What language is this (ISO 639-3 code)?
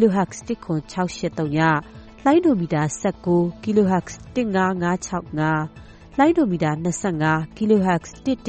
mya